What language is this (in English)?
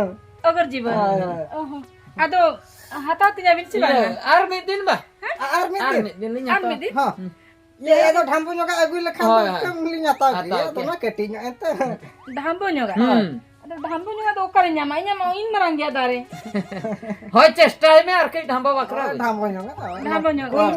Santali